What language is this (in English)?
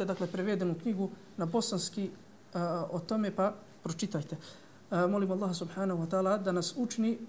Bosnian